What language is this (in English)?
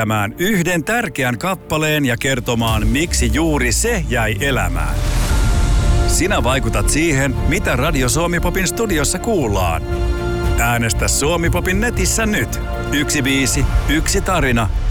Finnish